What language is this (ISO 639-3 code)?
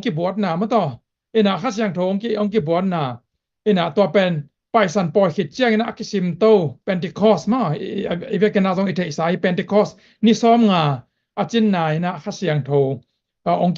ctd